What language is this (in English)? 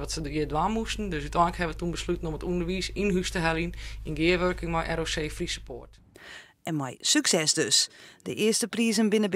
Western Frisian